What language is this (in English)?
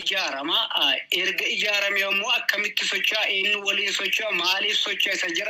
Oromo